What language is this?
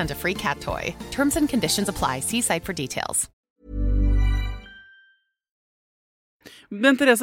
Norwegian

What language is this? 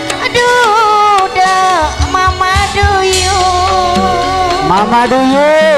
Madurese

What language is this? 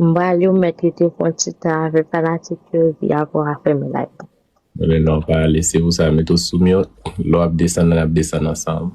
Haitian Creole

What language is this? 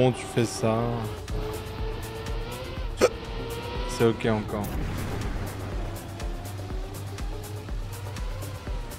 French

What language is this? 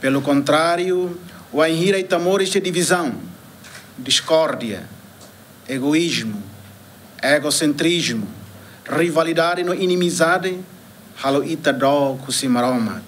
Tetum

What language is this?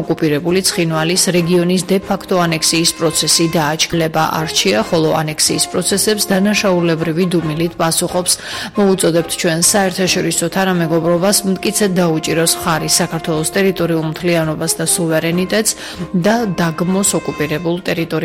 Georgian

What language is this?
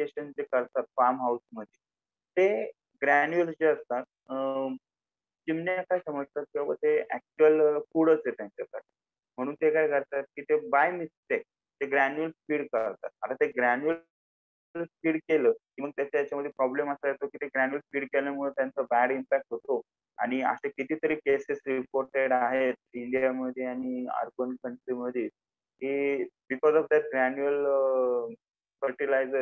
Marathi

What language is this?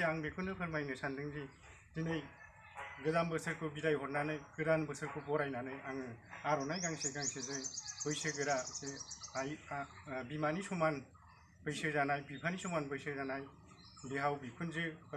Bodo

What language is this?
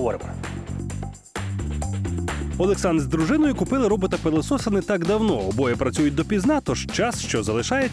Ukrainian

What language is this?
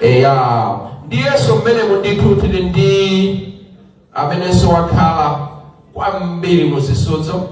Nyanja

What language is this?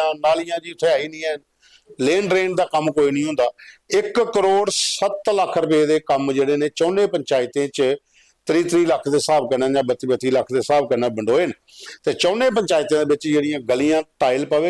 Dogri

